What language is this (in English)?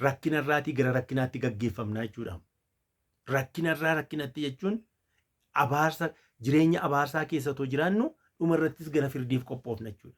Oromo